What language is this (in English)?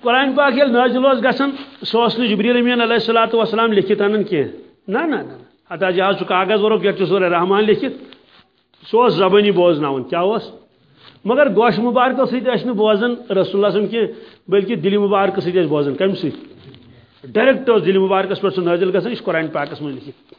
Kashmiri